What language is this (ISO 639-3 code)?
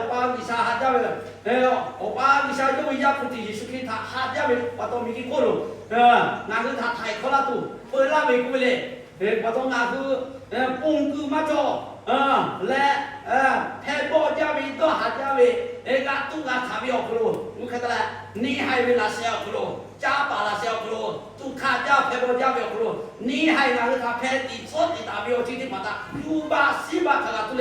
lhu